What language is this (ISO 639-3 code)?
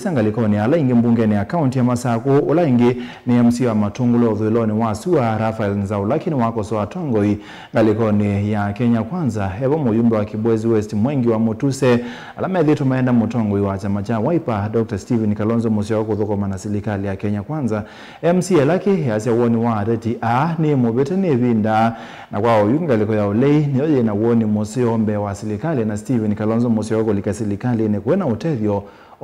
kam